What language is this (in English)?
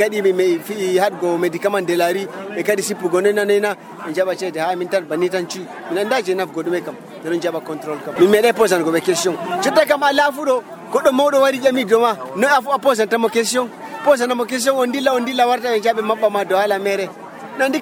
Nigerian Fulfulde